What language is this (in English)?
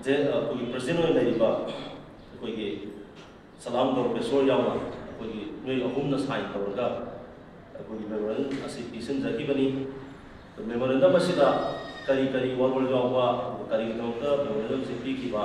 Manipuri